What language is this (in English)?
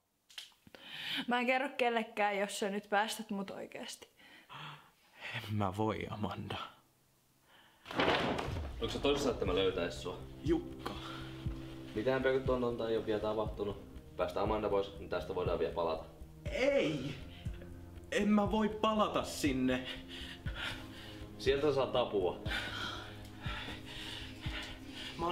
Finnish